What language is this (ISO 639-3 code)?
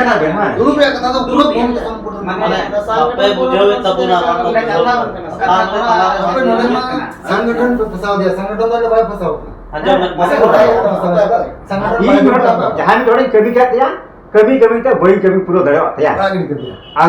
sat